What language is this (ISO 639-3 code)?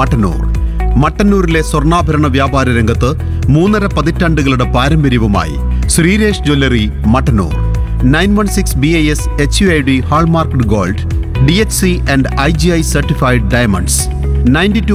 mal